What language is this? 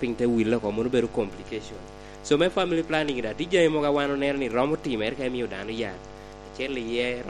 Lango (Uganda)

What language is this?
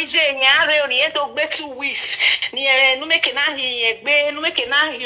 Nigerian Pidgin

